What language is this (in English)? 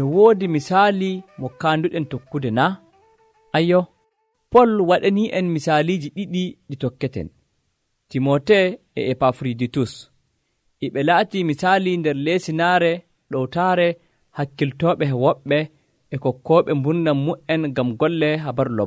Nigerian Fulfulde